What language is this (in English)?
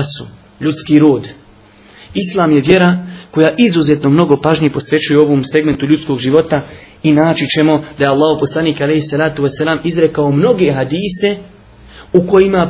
Bosnian